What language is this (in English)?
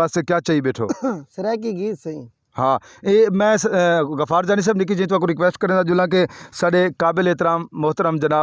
Saraiki